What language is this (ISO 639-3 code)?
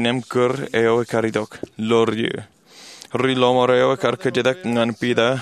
mah